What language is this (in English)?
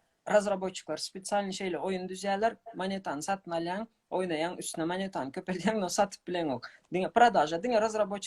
Turkmen